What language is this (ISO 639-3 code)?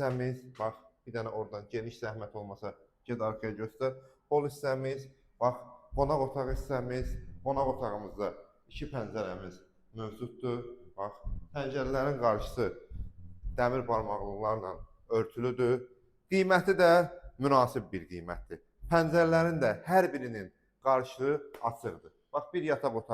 aze